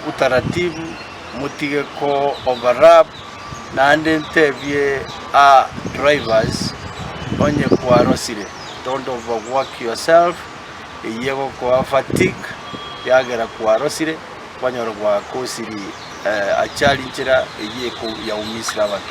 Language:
Gusii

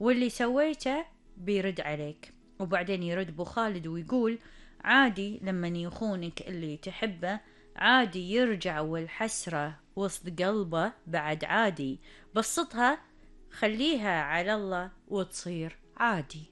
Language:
Gulf Arabic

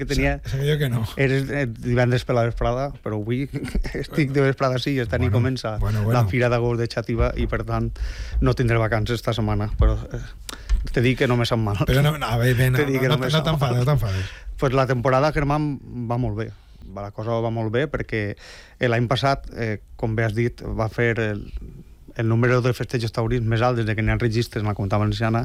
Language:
Catalan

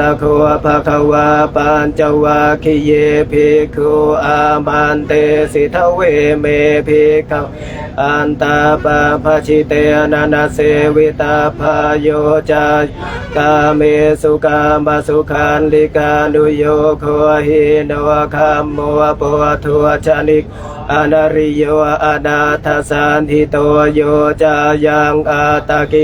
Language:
Pali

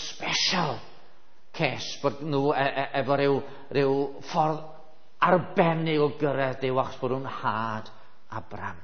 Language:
Welsh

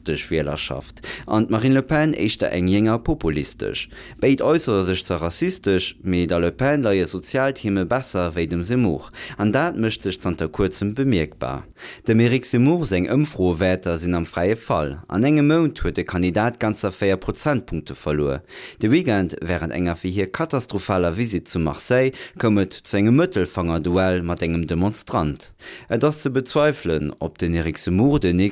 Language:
Luxembourgish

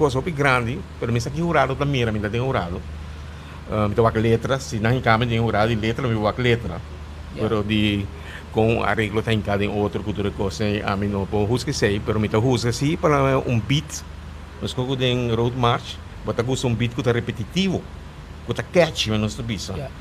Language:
Papiamento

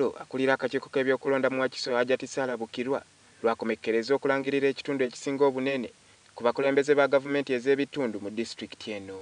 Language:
Ganda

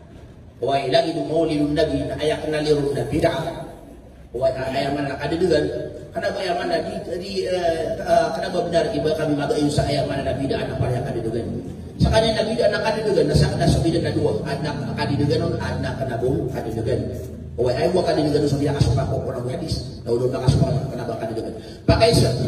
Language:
Maranao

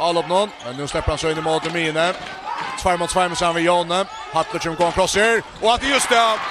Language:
Faroese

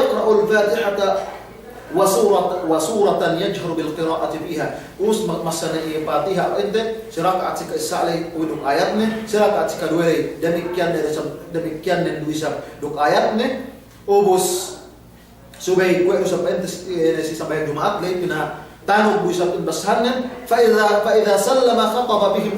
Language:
Yakan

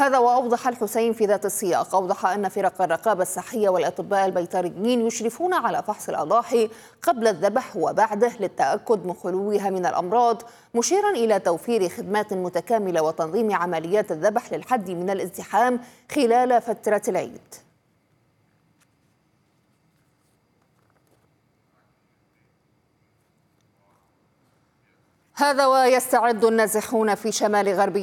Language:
Arabic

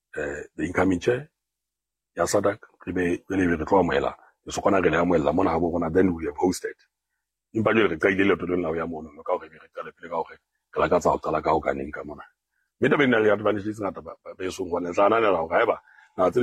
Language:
Southern Sotho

